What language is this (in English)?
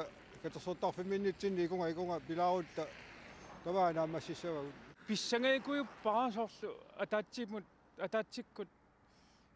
Kalaallisut